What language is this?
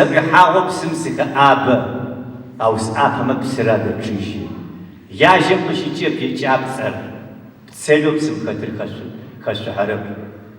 Adyghe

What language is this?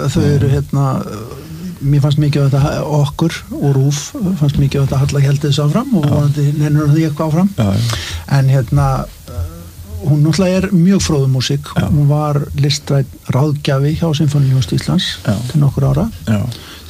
Icelandic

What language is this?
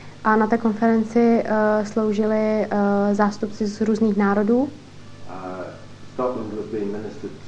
Czech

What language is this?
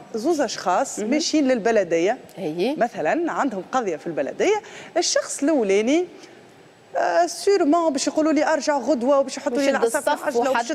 Tunisian Arabic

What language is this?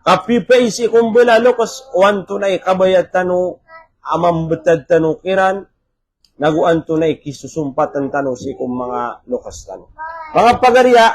Maranao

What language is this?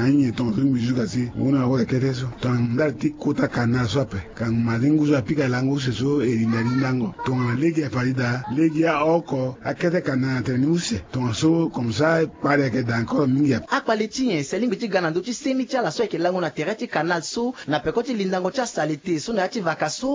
Sango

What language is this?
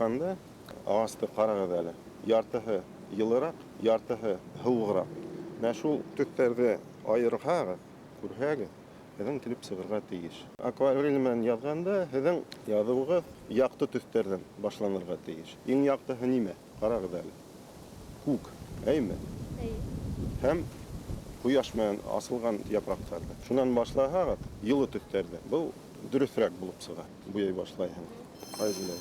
Bashkir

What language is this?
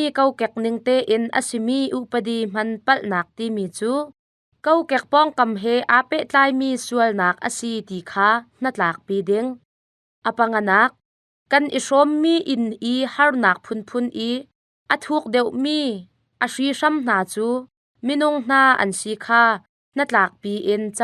Hakha Chin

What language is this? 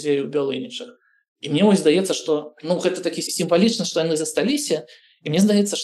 Belarusian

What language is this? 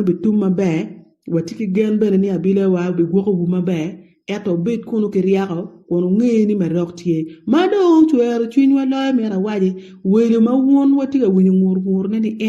Acoli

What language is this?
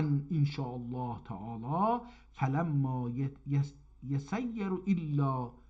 South Azerbaijani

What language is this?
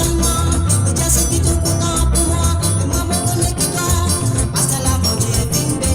Morisyen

